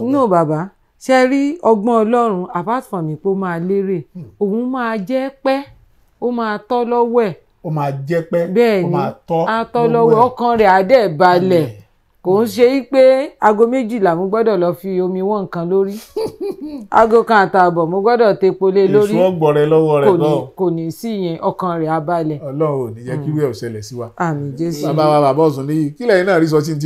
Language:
Yoruba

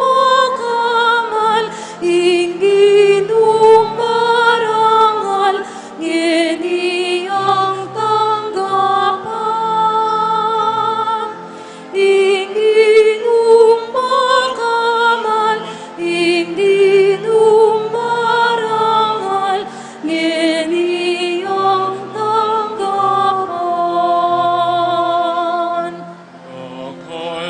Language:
Pampanga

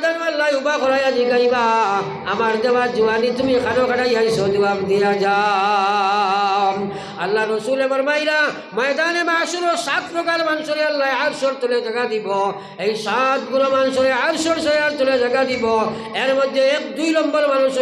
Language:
Sylheti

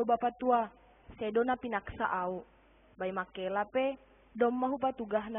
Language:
Batak Simalungun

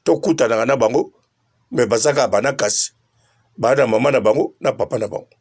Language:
Lingala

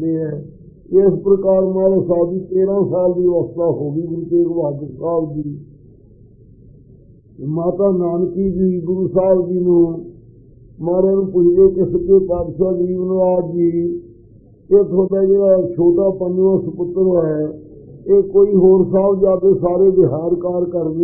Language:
Punjabi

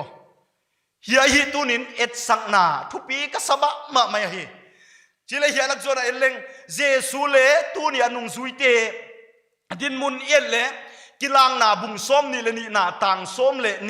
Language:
Paite Chin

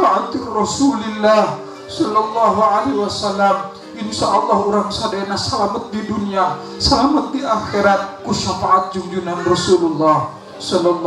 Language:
Sundanese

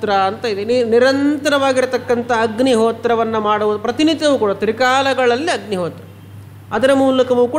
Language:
Kannada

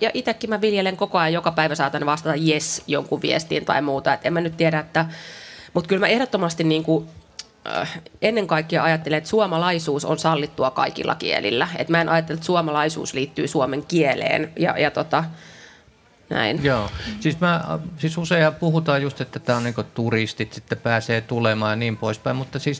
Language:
Finnish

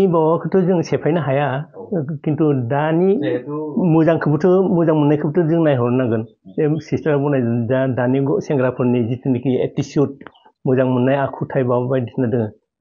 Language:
Bodo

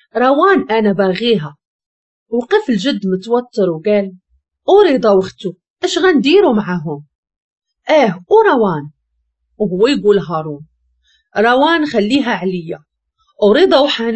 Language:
Moroccan Arabic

